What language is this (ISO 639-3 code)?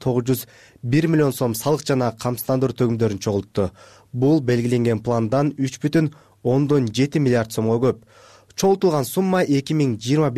kir